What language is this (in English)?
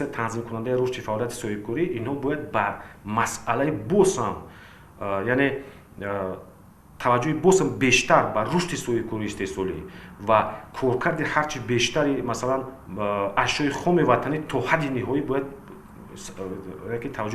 Tajik